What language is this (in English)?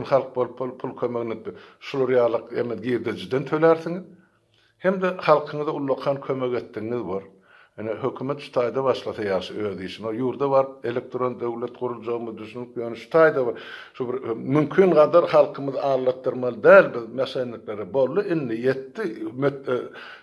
Turkmen